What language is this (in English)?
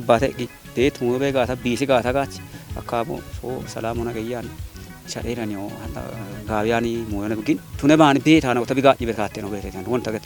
Kafa